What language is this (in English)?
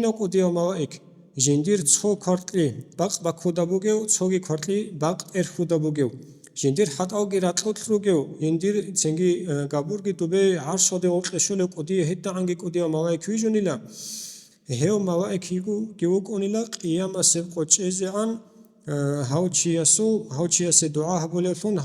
Avaric